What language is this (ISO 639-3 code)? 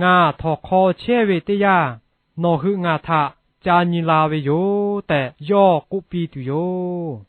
lhu